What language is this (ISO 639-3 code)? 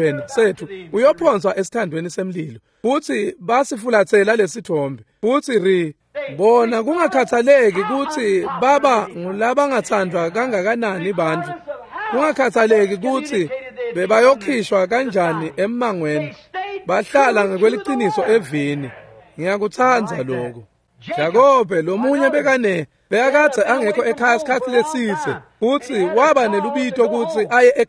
ssw